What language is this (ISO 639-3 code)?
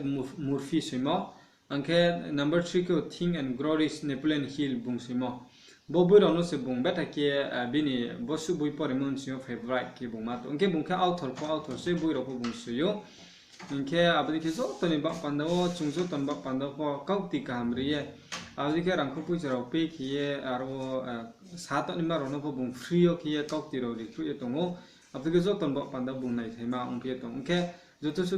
ria